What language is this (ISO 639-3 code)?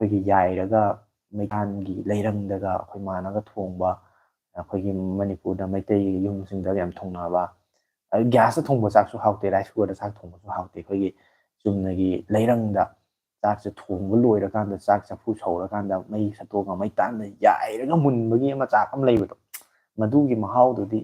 mni